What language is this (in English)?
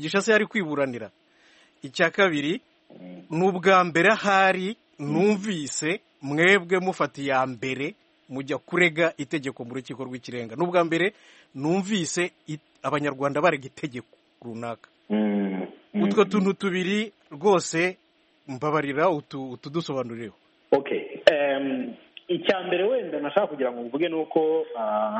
Kinyarwanda